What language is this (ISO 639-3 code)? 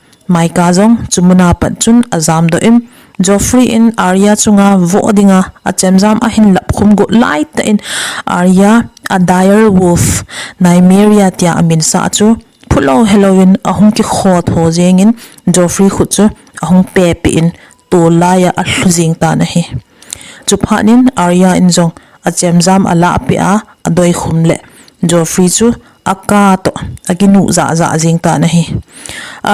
tcz